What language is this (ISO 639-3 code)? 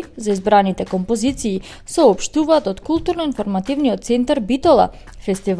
mkd